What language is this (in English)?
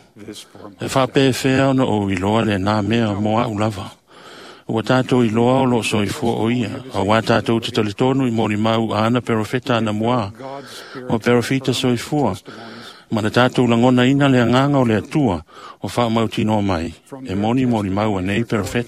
Samoan